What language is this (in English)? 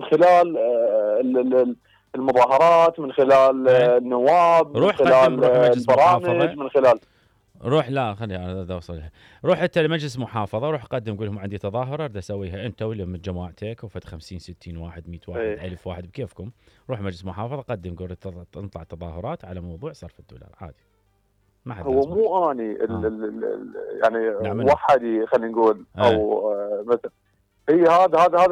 Mesopotamian Arabic